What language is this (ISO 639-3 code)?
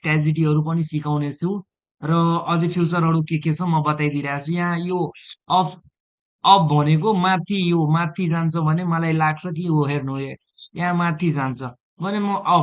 nep